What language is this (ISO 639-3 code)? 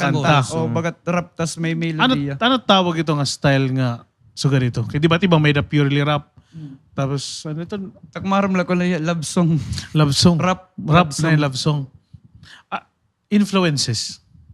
war